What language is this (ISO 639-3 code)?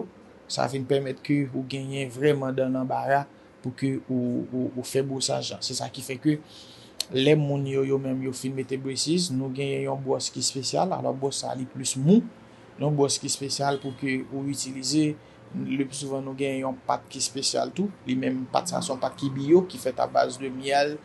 hat